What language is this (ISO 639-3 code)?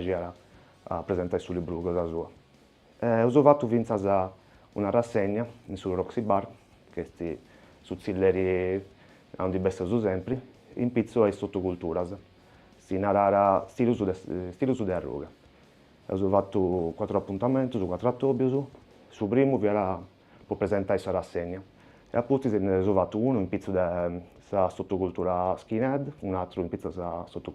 srd